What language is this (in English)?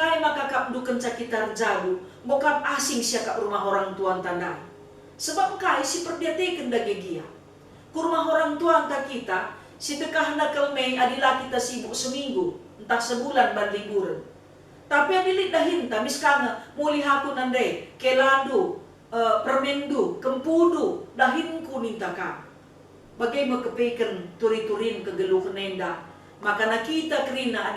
Batak Karo